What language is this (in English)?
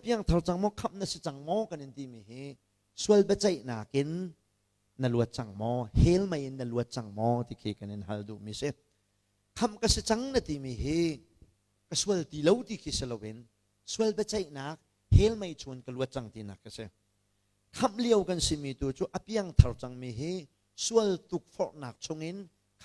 Hakha Chin